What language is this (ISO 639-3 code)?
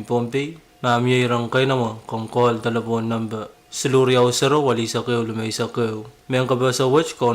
pon